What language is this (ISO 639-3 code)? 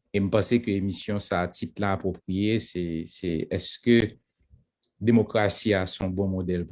hat